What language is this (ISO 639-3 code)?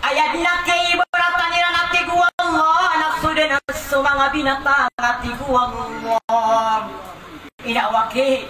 mrw